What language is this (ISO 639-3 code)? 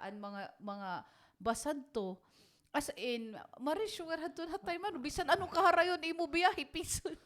war